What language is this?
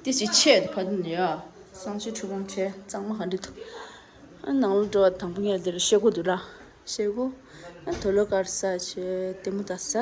Tibetan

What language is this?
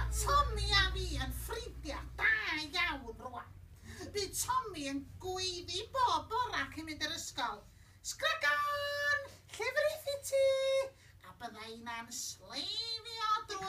Welsh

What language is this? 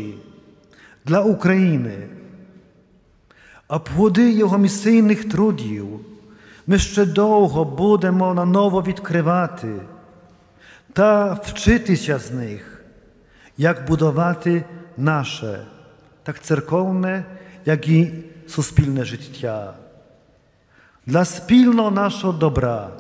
Ukrainian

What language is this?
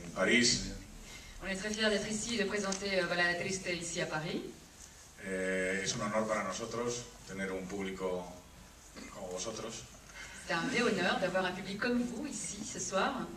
Galician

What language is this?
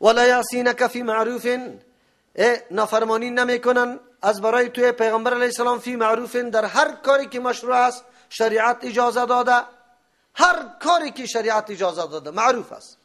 Persian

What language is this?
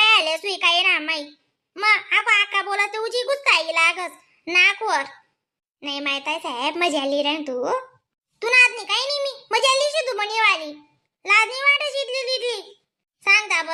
Khandesi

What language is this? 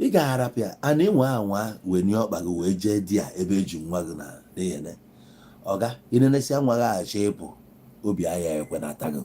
Igbo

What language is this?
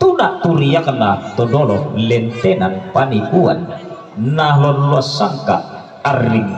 Toraja-Sa'dan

